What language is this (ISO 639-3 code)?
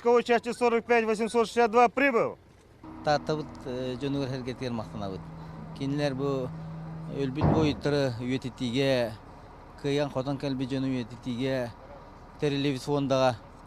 sah